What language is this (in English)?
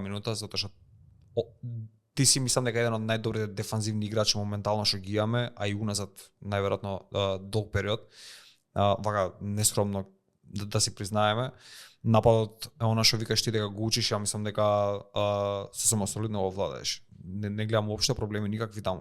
Macedonian